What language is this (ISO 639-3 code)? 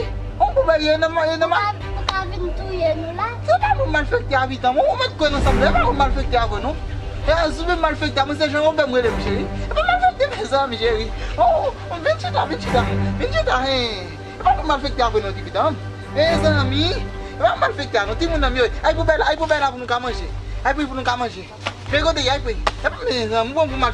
hat